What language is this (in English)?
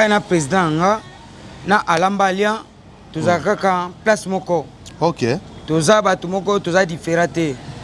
Lingala